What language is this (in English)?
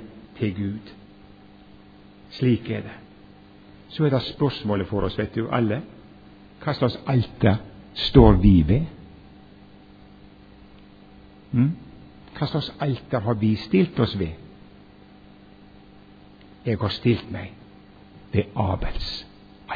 Norwegian